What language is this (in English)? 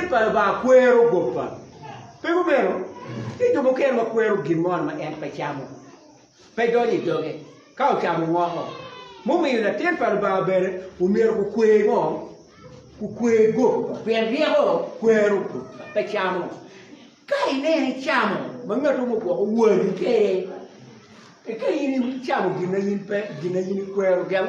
Acoli